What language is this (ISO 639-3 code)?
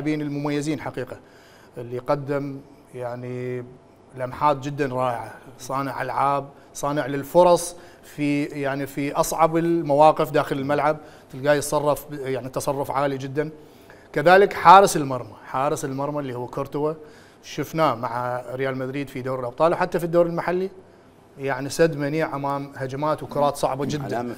acm